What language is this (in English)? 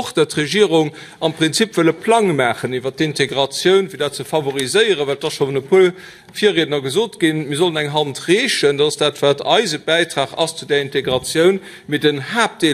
Luxembourgish